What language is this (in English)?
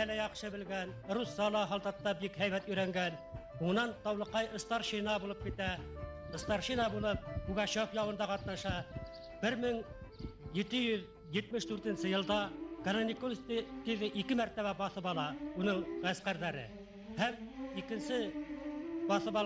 Bashkir